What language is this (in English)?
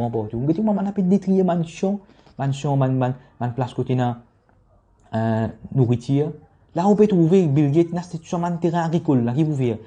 Morisyen